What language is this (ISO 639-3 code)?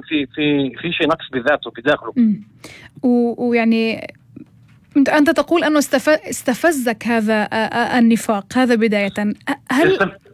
apc